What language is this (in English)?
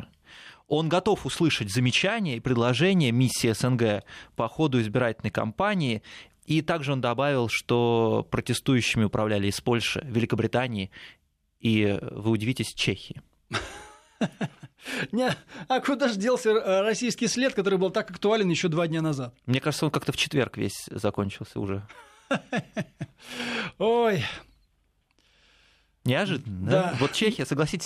Russian